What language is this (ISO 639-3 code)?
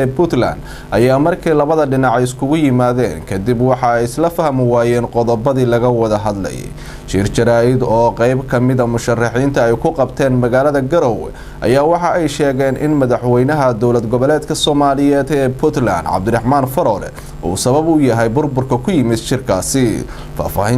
som